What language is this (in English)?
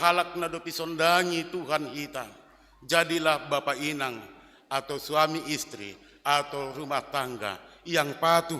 Batak Simalungun